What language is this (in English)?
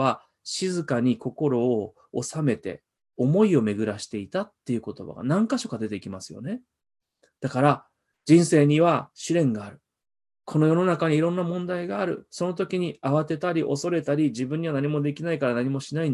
Japanese